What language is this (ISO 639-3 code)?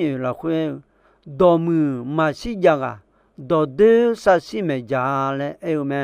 ahk